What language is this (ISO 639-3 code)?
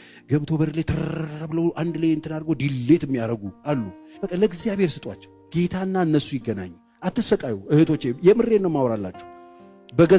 amh